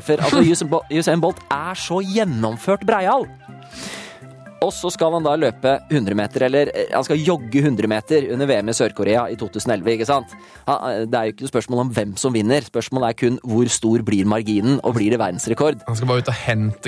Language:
Norwegian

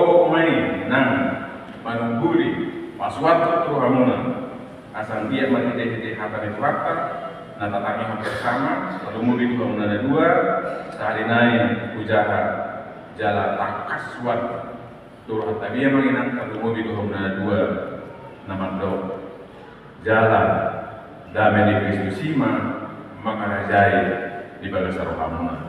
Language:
Batak Toba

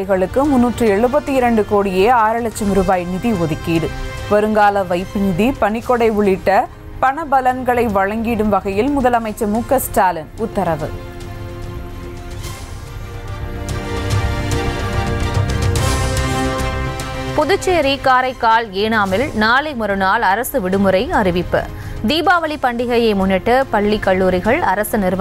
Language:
Tamil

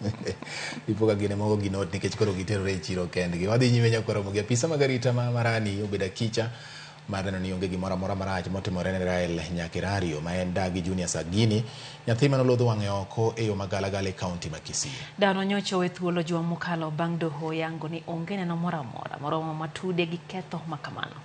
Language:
Luo (Kenya and Tanzania)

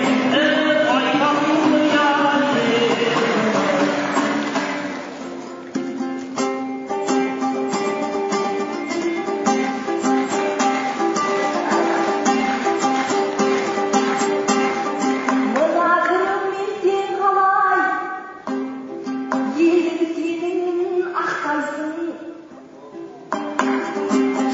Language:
Kazakh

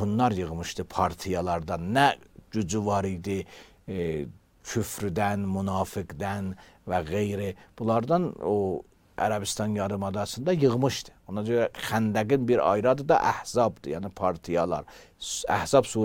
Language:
Azerbaijani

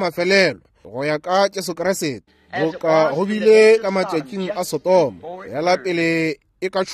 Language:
Northern Sotho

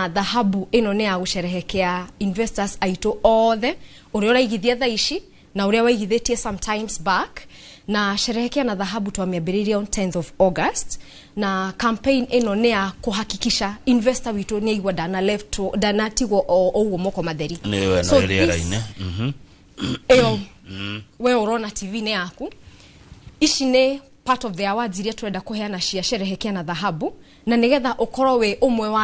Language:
Kikuyu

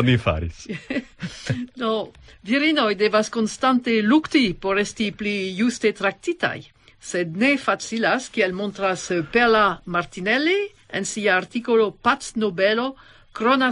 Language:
Esperanto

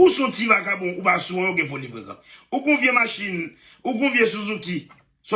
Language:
Haitian Creole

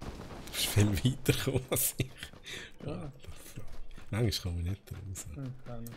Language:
Swiss German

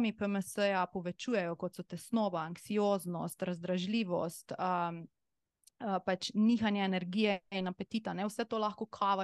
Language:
Slovenian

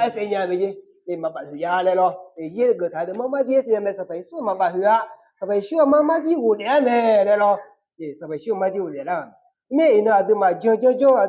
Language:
Akha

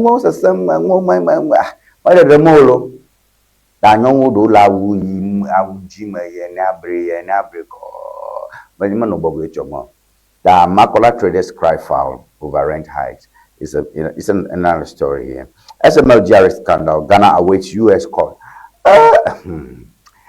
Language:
Ewe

